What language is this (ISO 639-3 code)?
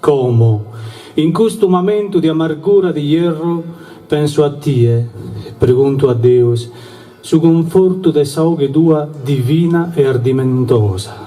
srd